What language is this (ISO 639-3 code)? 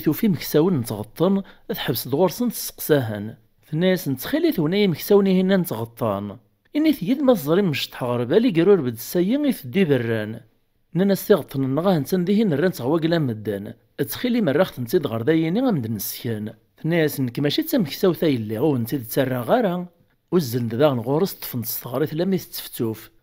kab